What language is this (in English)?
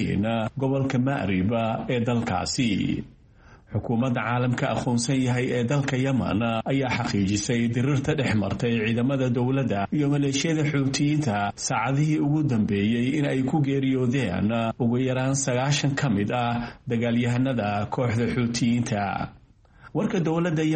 Somali